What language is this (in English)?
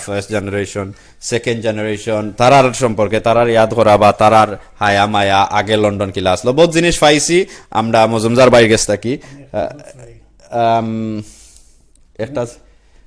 Sylheti